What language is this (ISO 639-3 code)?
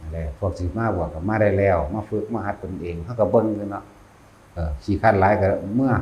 tts